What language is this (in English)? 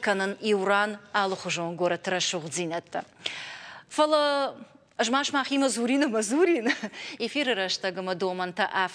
Ossetic